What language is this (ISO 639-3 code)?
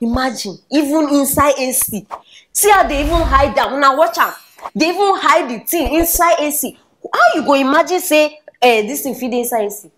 pcm